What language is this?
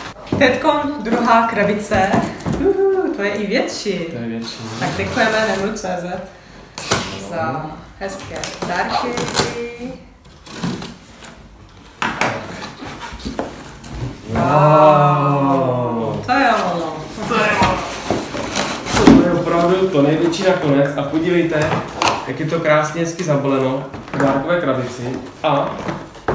Czech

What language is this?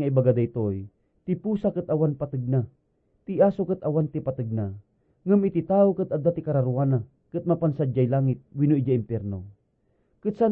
Iloko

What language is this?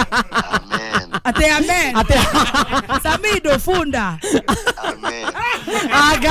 Kikuyu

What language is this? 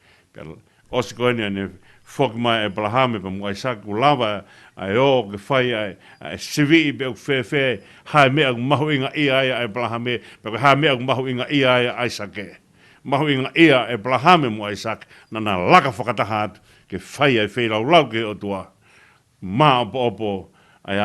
Tongan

